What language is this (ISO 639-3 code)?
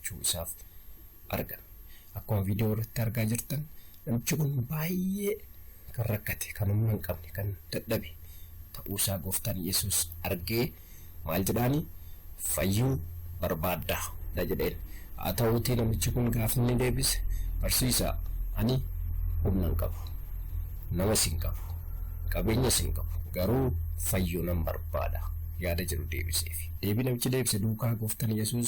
orm